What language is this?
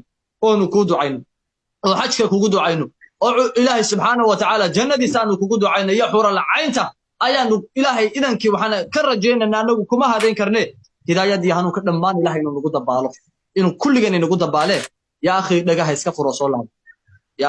Somali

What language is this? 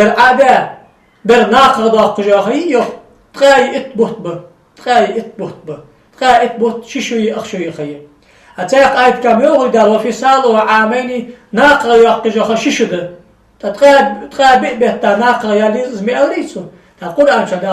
Ingush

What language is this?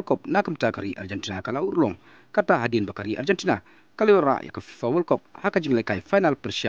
Khasi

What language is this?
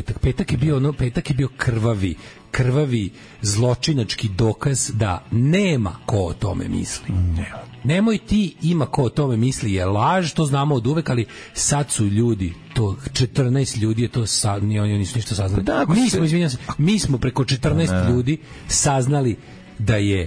Serbian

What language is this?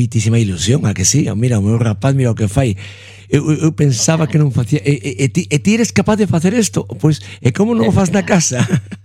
Galician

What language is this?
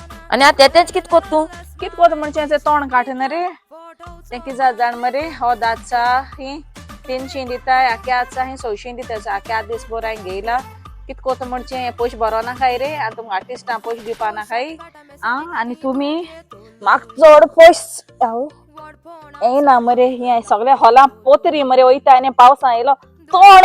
Konkani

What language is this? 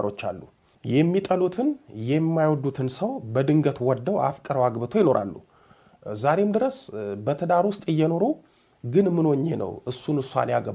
Amharic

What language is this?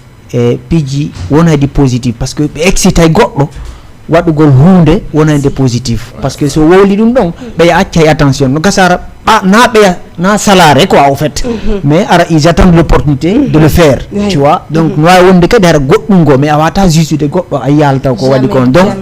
Fula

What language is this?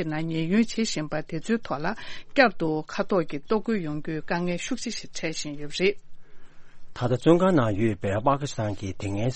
Tibetan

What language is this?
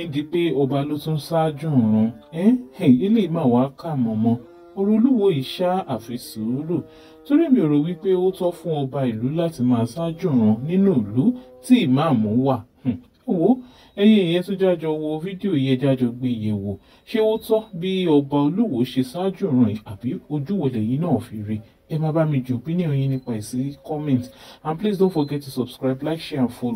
Yoruba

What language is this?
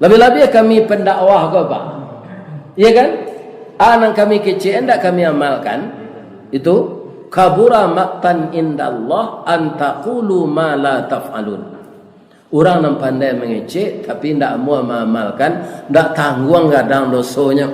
Minangkabau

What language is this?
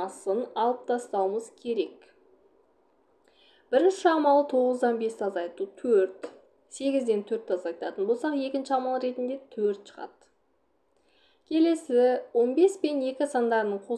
Kazakh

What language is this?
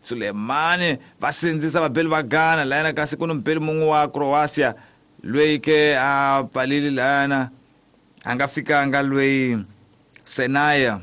Tsonga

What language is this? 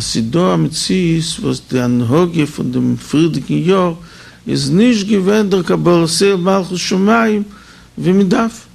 Yiddish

